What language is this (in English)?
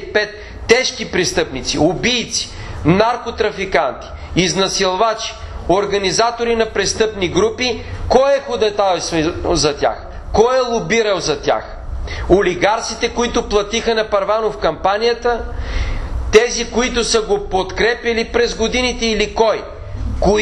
Bulgarian